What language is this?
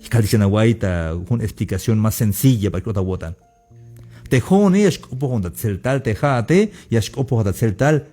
Tzeltal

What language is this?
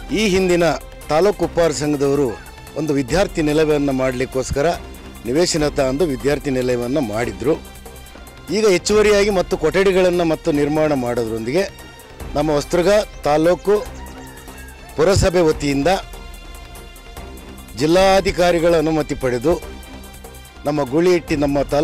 Kannada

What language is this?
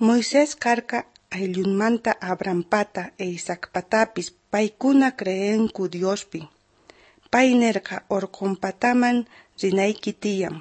South Bolivian Quechua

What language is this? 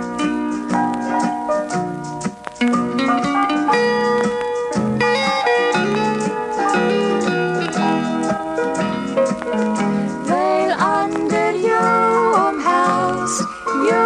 Afrikaans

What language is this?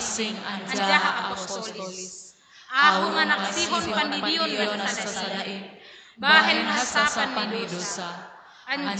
Batak Simalungun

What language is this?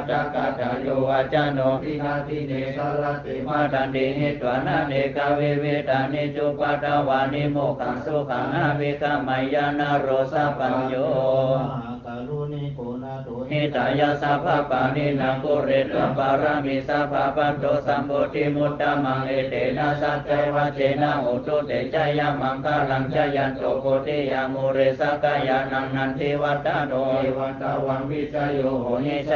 Pali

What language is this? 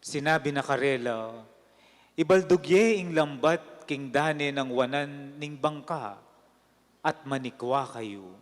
Pampanga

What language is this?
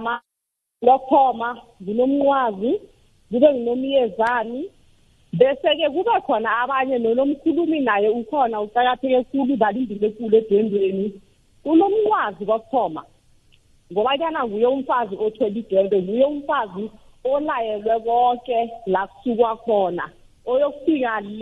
South Ndebele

